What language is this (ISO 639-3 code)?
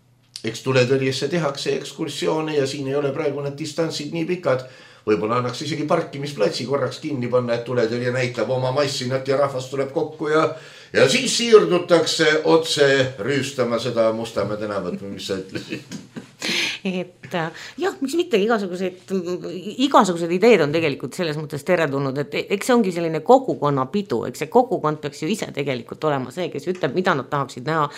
est